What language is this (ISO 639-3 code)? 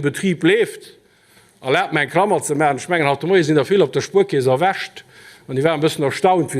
ltz